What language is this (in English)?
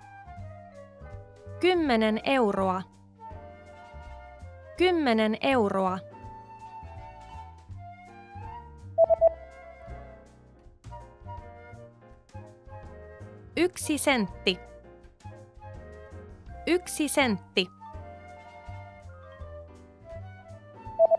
Finnish